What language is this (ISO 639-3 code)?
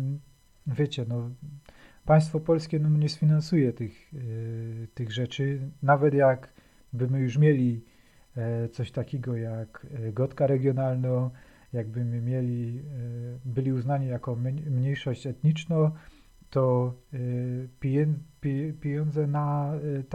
szl